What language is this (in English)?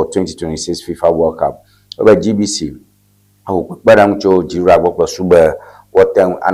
Ewe